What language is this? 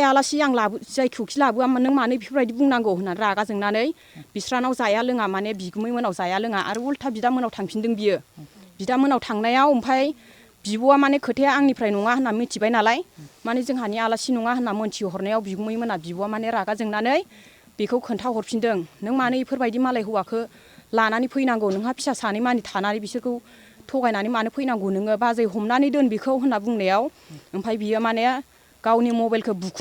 Bodo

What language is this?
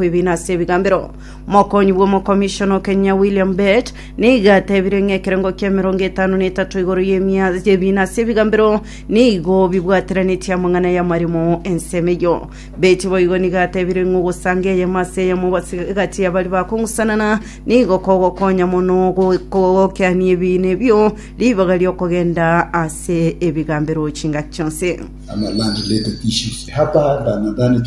Gusii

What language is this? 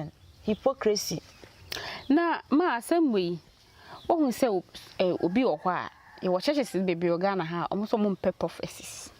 Akan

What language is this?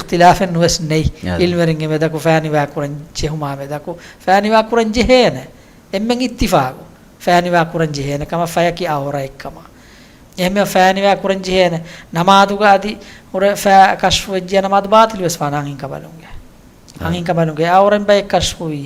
Divehi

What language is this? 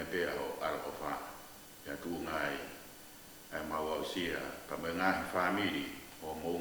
Tongan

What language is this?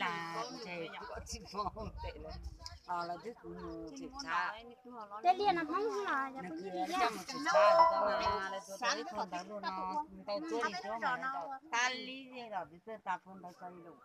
Hmong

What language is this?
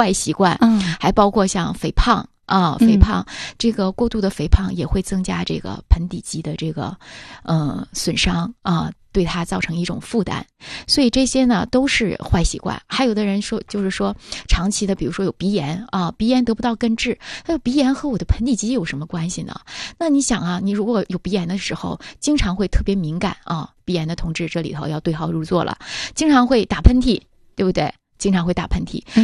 Chinese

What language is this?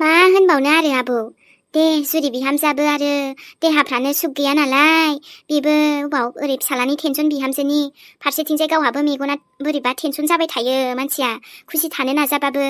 Bodo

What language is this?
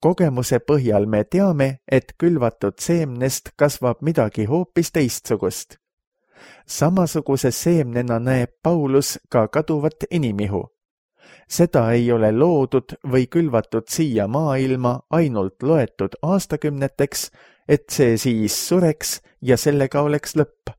Estonian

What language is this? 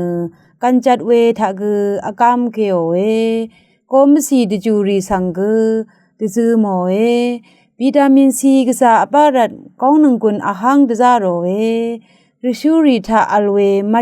Rawang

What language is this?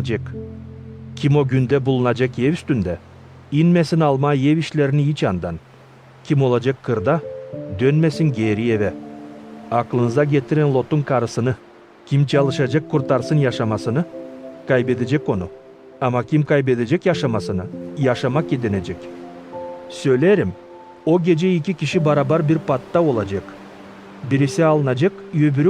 Gagauz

